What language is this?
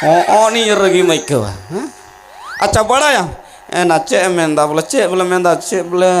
Santali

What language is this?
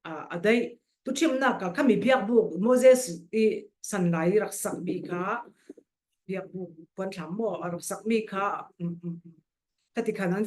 Falam Chin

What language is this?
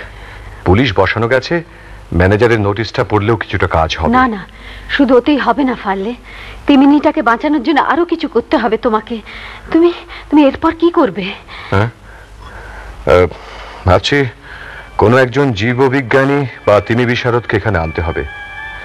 Bangla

